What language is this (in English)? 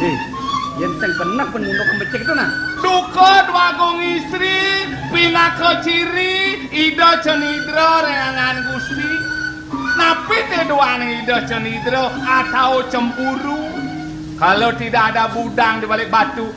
Balinese